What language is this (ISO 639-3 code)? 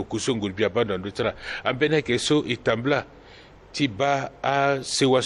sag